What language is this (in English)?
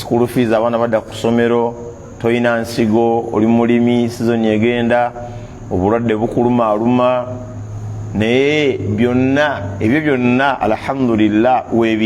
Ganda